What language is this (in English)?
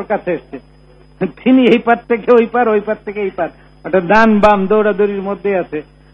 Bangla